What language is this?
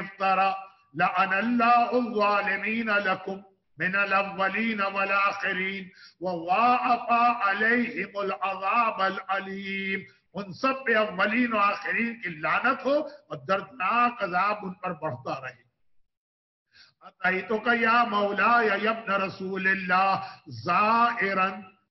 Urdu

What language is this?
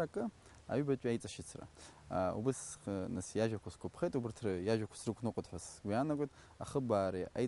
Abkhazian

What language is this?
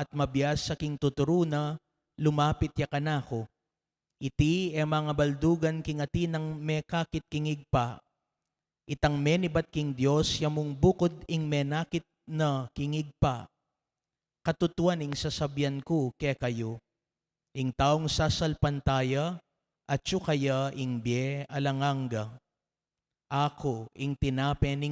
Pampanga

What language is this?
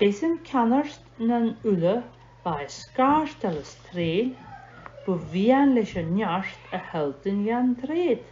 Scottish Gaelic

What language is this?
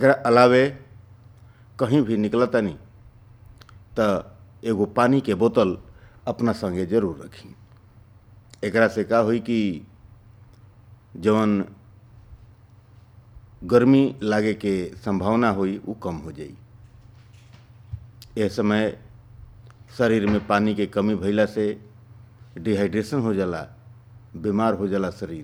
Bhojpuri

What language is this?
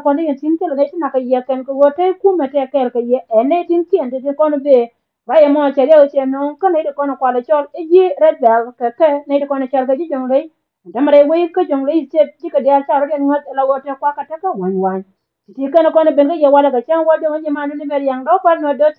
Nuer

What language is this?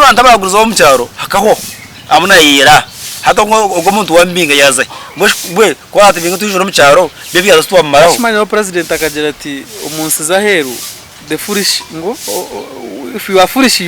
Nyankole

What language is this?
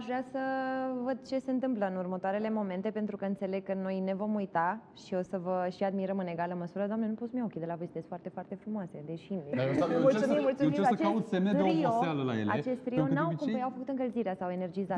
Romanian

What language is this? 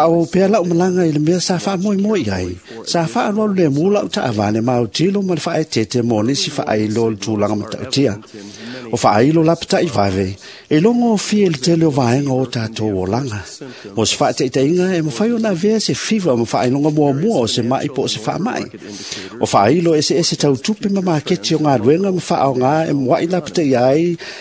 Samoan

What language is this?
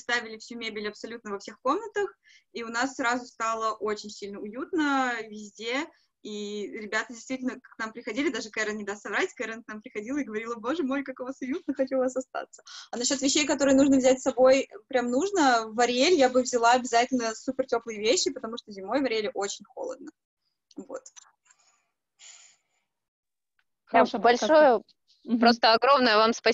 Russian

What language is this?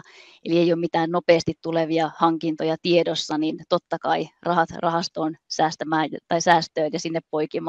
Finnish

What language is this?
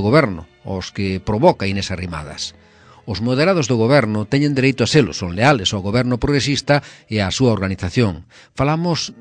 Galician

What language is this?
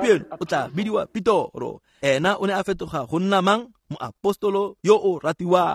Tswana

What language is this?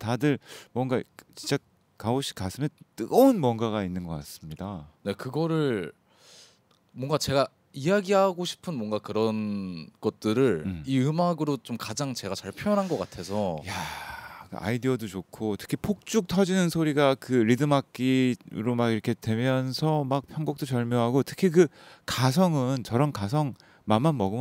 Korean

